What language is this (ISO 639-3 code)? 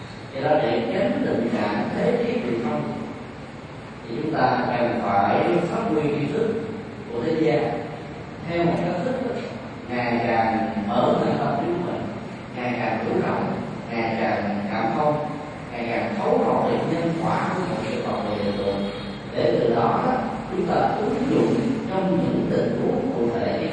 vie